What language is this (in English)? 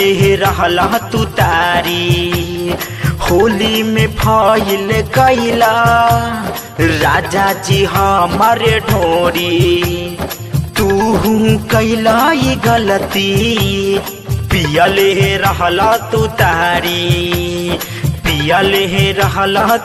Bhojpuri